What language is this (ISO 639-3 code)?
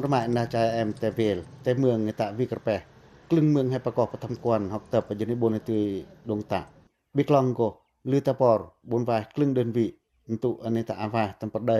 pac